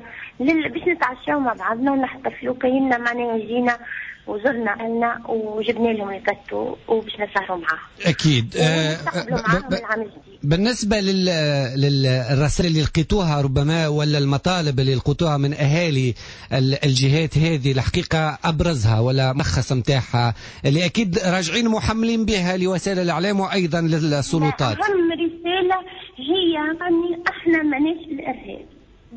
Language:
Tunisian Arabic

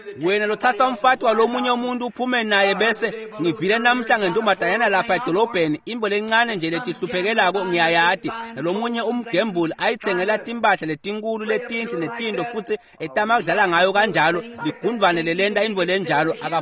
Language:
Swati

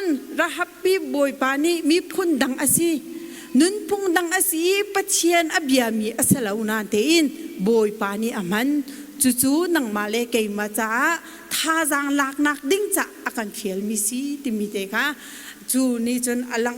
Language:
Hakha Chin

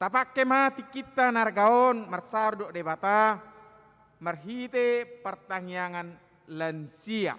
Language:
Batak Toba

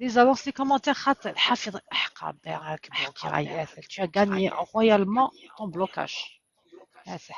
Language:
Kabyle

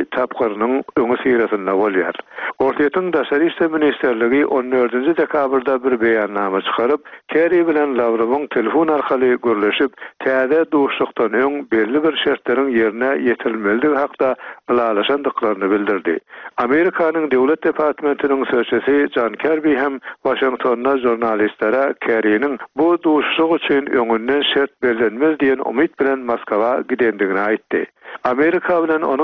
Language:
Turkmen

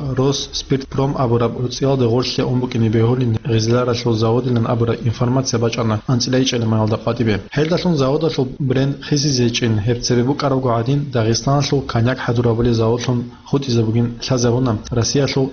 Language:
Avaric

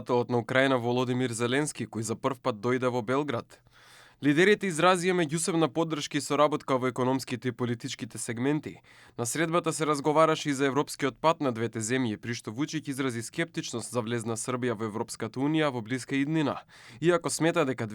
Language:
Macedonian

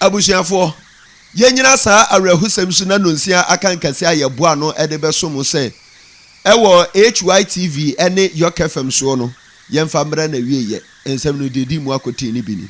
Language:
Akan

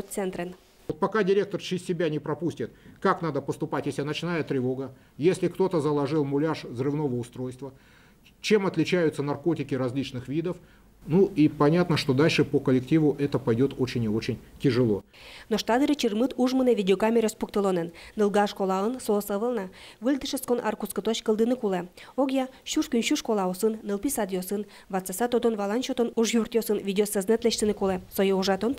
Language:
Udmurt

